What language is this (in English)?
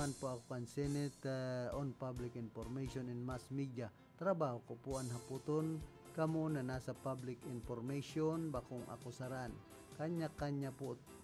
Bikol